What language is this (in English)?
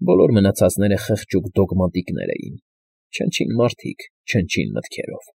Armenian